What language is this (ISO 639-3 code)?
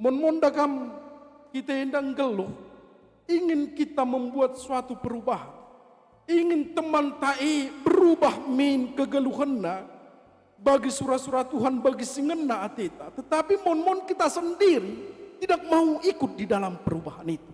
btx